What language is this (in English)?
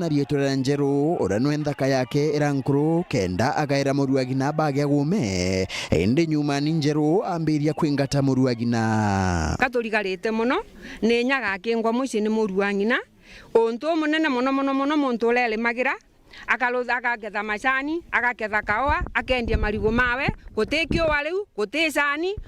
Meru